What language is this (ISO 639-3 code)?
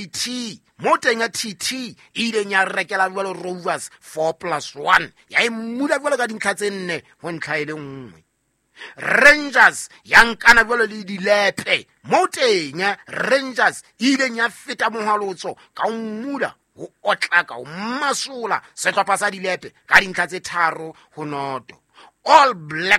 sot